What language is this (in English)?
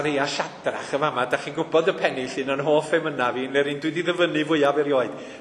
Welsh